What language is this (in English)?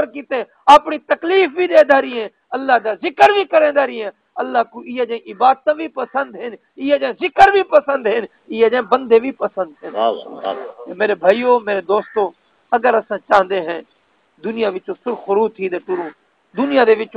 Saraiki